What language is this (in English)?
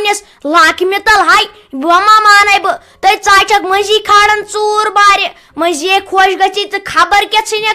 Kashmiri